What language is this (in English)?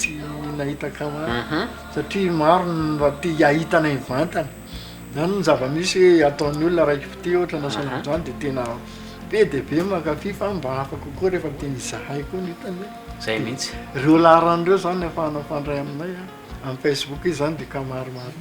Malagasy